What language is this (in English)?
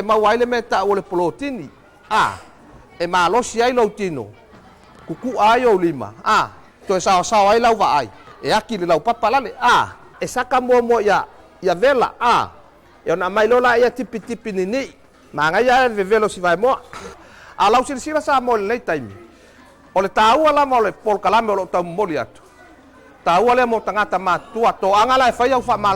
Samoan